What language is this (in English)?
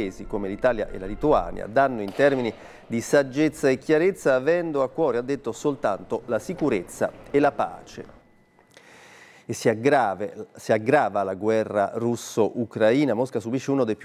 Italian